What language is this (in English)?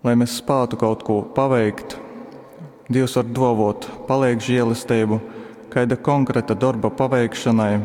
Latgalian